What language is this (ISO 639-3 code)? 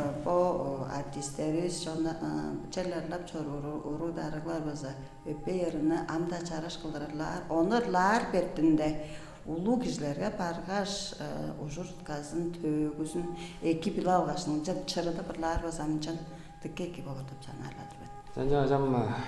tyv